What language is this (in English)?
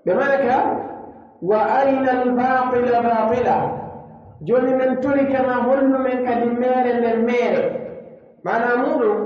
Pular